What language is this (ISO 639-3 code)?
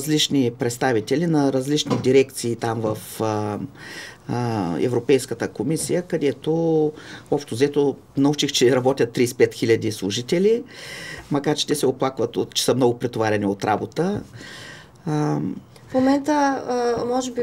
bul